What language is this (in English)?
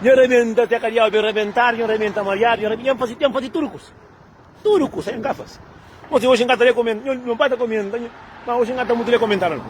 Kabuverdianu